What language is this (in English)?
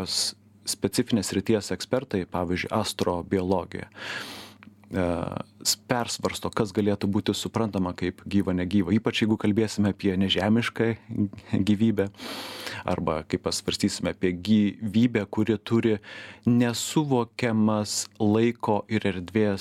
Lithuanian